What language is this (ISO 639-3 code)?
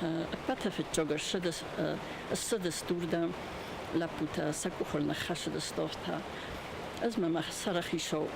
oss